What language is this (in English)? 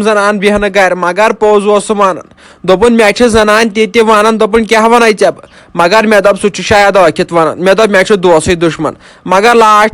Kashmiri